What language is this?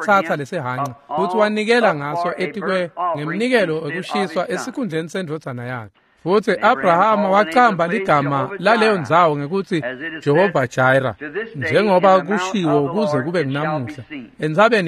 Swati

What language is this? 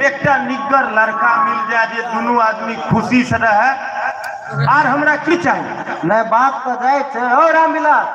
Maithili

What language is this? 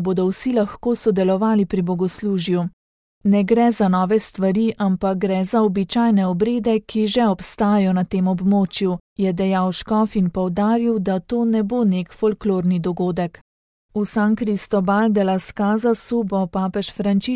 Slovenian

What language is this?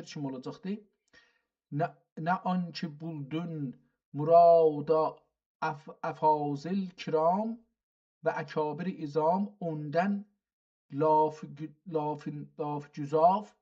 South Azerbaijani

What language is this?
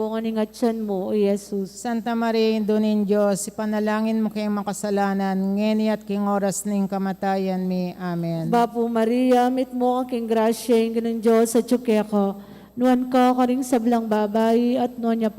Pampanga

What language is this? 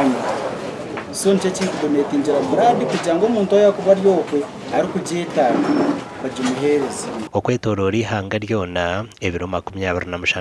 Nyankole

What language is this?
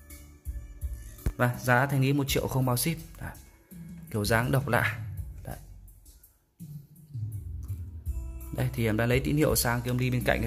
Vietnamese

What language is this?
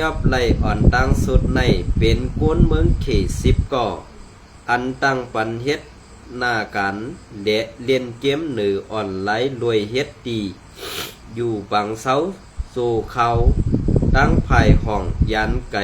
Shan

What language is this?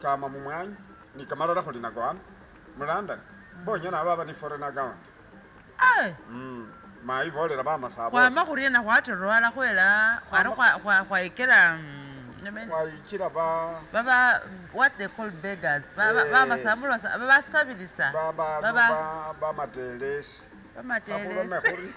Masaaba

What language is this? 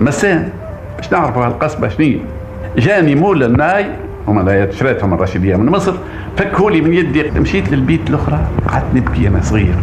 Tunisian Arabic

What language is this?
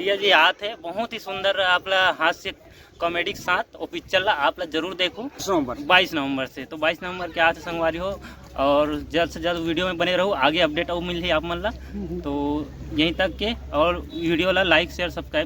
Chhattisgarhi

